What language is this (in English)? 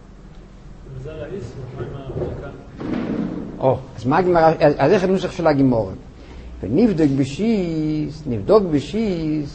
Hebrew